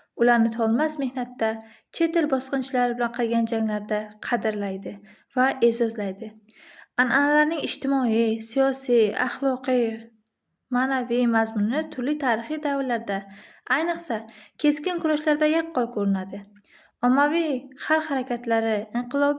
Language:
Uzbek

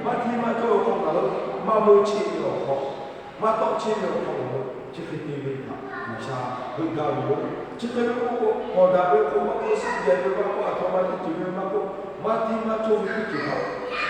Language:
Lahu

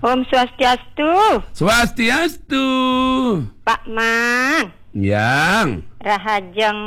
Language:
Balinese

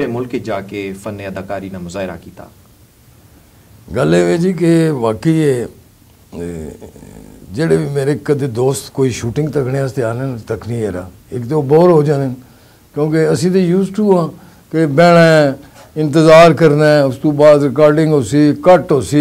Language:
Pahari-Potwari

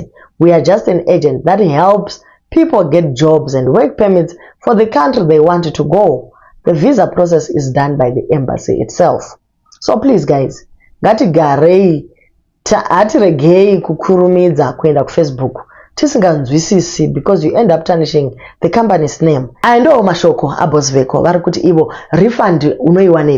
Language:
Shona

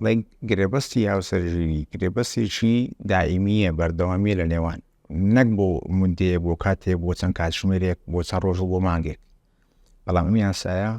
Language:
Central Kurdish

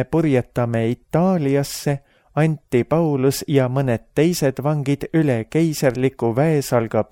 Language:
Estonian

